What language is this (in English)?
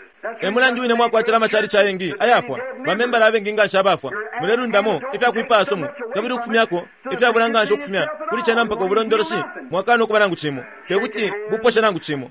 Bemba